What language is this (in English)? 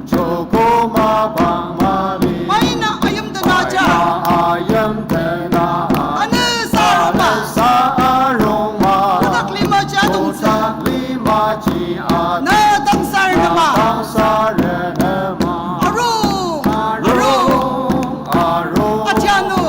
Ao Naga